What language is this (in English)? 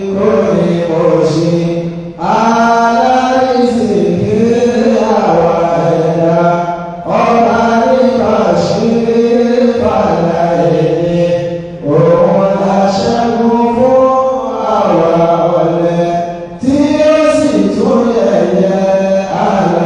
Yoruba